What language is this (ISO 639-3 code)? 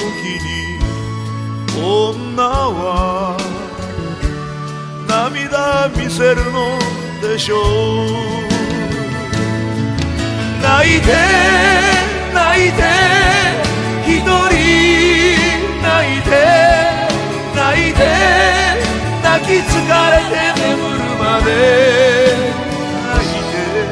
jpn